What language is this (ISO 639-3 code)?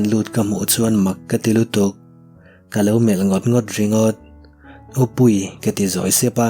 lus